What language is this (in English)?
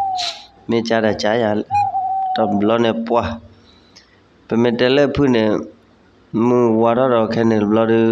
S'gaw Karen